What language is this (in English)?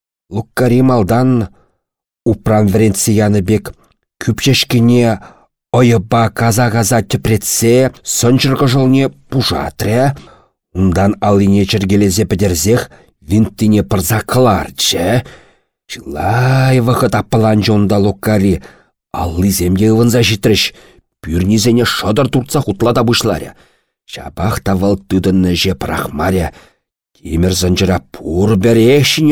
Chuvash